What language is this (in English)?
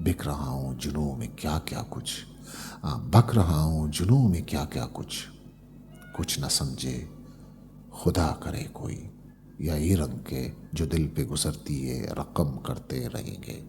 Eastern Balochi